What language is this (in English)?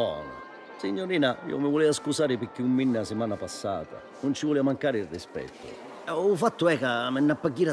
Sicilian